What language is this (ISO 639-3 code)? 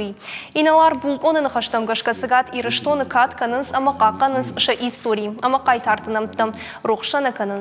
oss